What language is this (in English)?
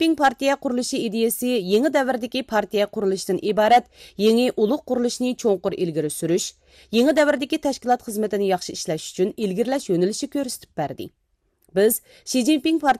Uyghur